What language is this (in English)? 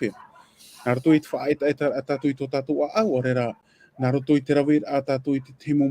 Tahitian